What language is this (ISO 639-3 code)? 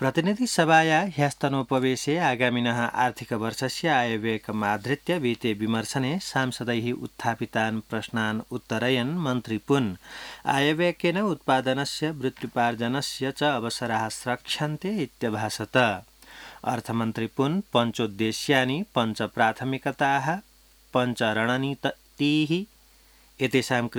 san